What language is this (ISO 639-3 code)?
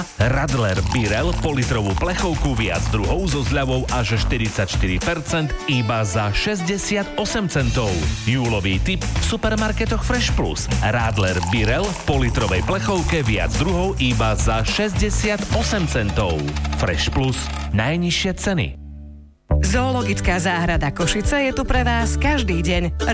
slk